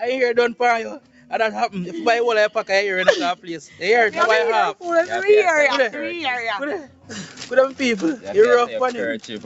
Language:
Jamaican Creole English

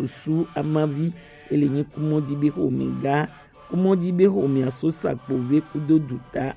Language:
Gen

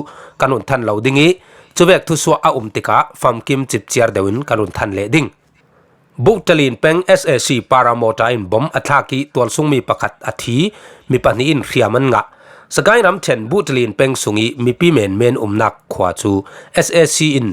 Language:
Falam Chin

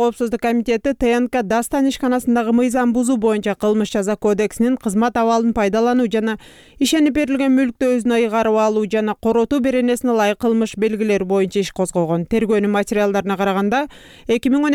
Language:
Kyrgyz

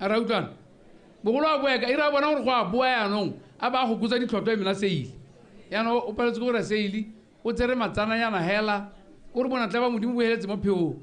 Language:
Tswana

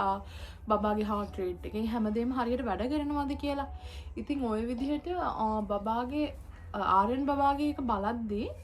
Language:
Sinhala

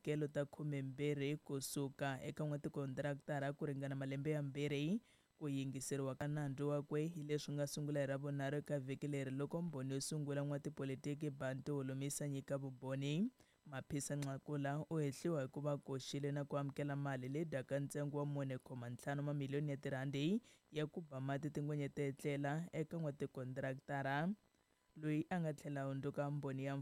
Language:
Tsonga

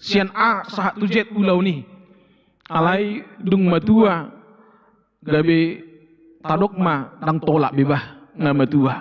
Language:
Batak Toba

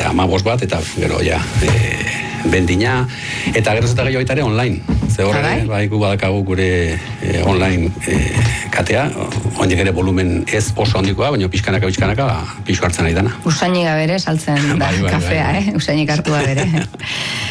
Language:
Basque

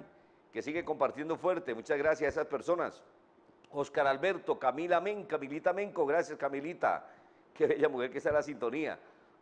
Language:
Spanish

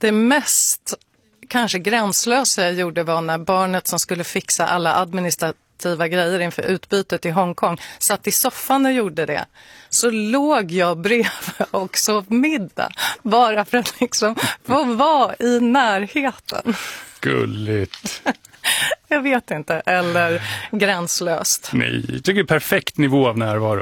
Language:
Swedish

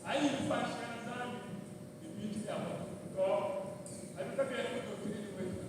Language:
Luba-Lulua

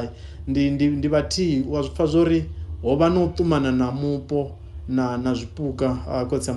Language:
Venda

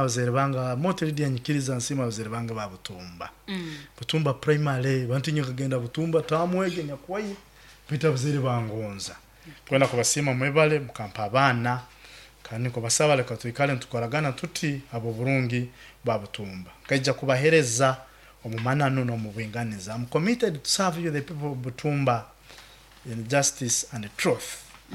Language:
Nyoro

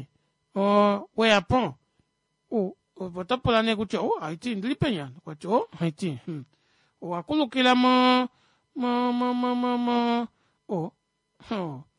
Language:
Kuanyama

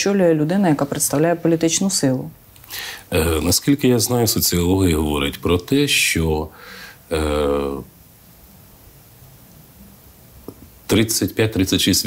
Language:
Ukrainian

